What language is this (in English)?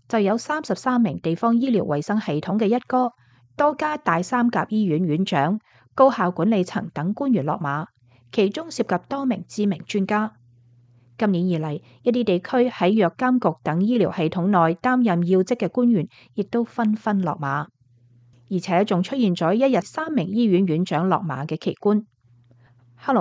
Cantonese